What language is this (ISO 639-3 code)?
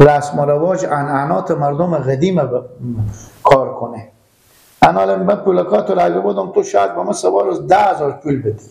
fas